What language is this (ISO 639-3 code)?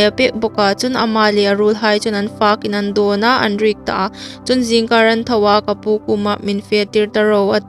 hmr